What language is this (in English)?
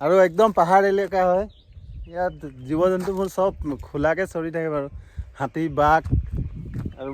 Assamese